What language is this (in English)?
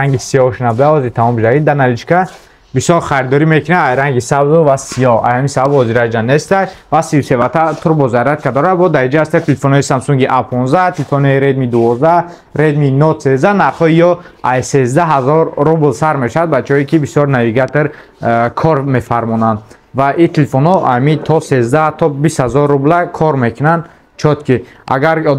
Tajik